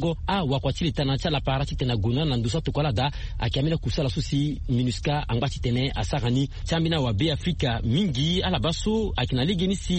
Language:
Sango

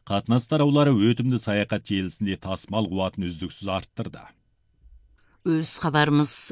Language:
Kazakh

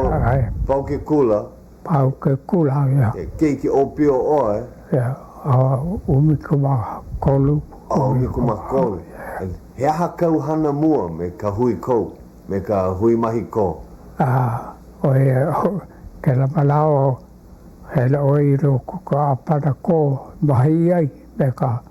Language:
Hawaiian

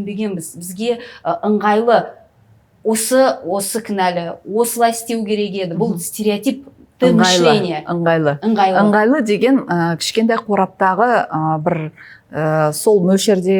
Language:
Kazakh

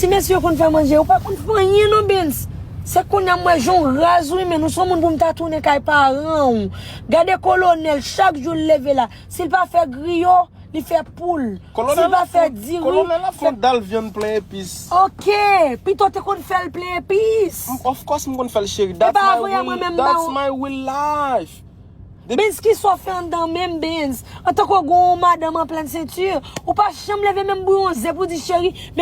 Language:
Haitian Creole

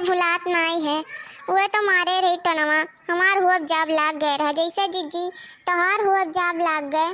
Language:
Awadhi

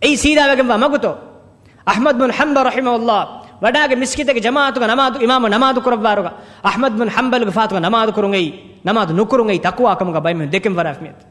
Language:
Divehi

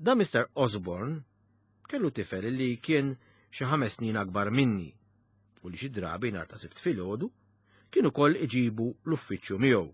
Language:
Maltese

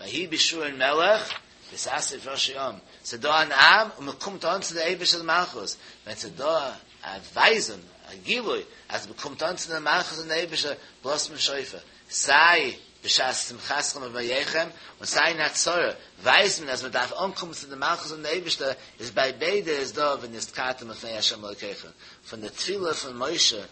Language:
Yiddish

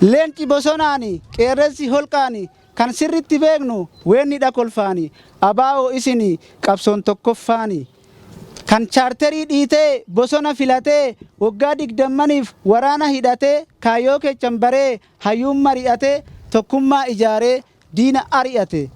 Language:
Oromo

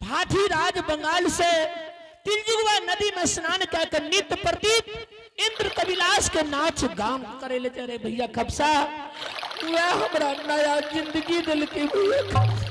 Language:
Angika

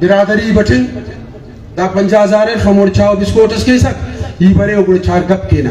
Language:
Brahui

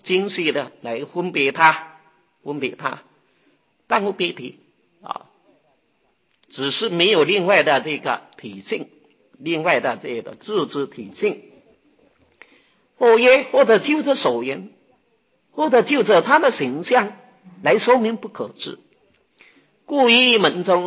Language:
Chinese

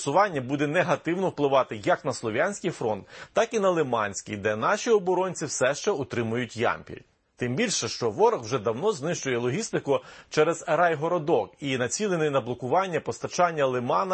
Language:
Ukrainian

